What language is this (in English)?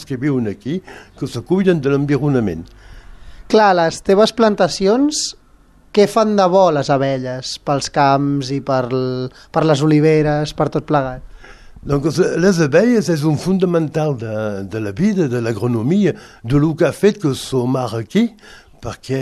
Catalan